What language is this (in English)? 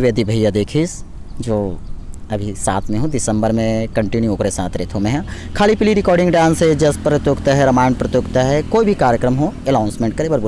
Chhattisgarhi